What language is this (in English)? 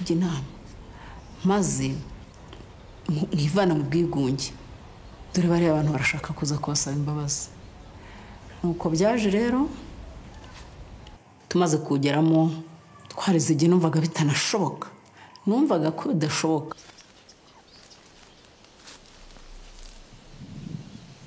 Kinyarwanda